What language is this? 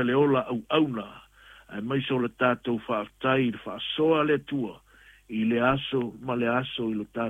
Samoan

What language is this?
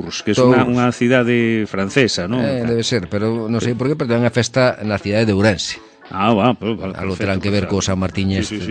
Galician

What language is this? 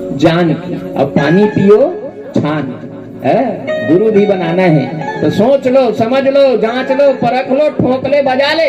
Chhattisgarhi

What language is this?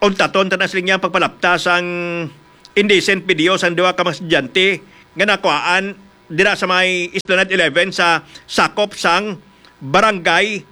Hiligaynon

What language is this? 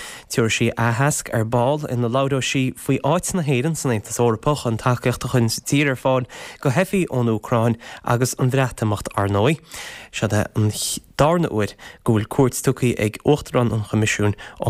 Irish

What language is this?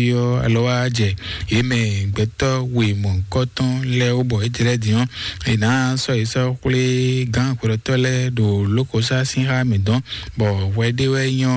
Fon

